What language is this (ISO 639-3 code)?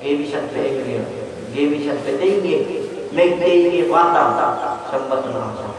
yka